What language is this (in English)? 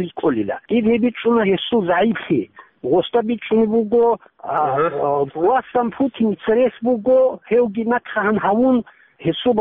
Avaric